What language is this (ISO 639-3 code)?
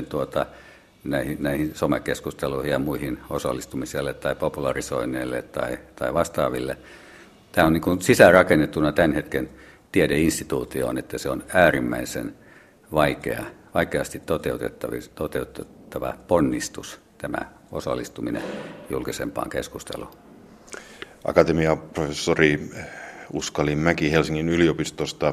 fin